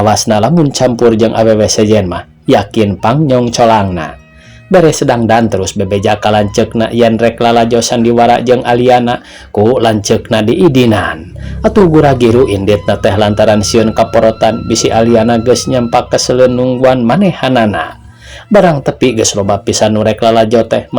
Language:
Sundanese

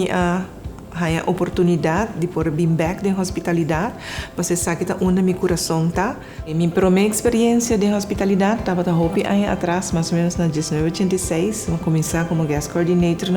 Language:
Papiamento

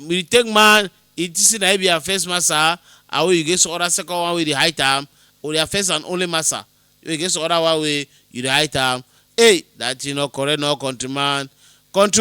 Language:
Cameroon Pidgin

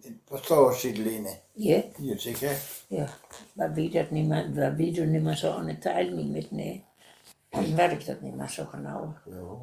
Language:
Westphalien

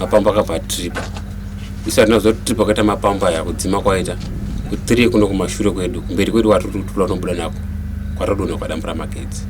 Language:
Shona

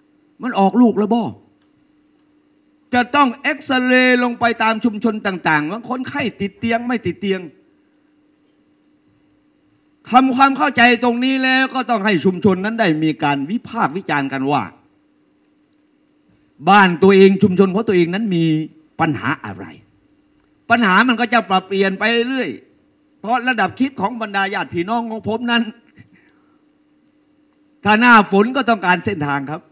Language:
Thai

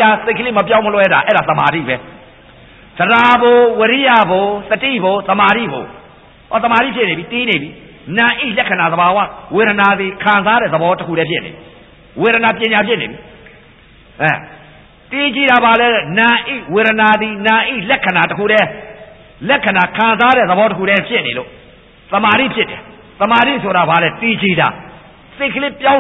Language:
Burmese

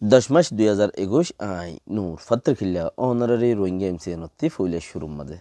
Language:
Rohingya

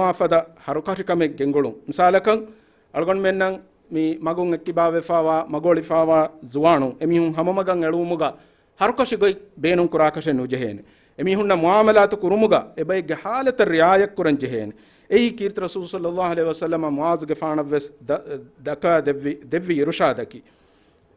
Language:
Divehi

